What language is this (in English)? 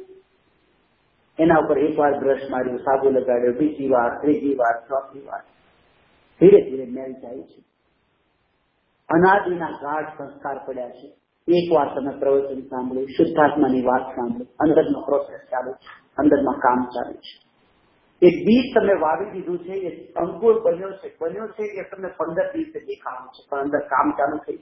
Gujarati